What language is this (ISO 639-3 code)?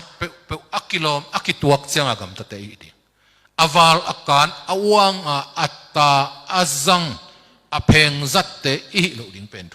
ctd